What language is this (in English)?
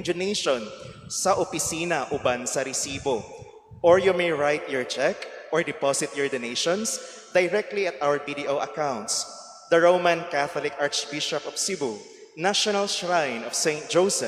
Cebuano